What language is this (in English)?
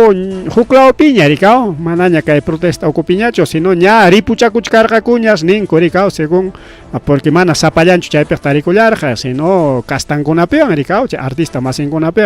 Ayacucho Quechua